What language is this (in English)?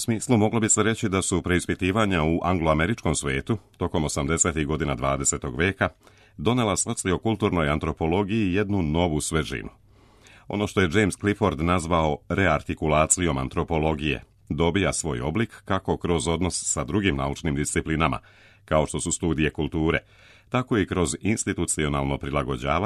Serbian